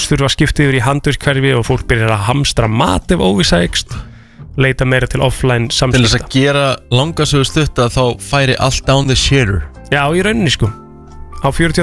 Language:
Icelandic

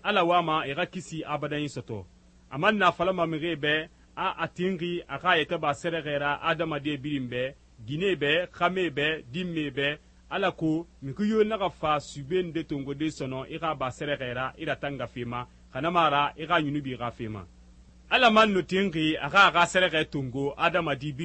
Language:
Susu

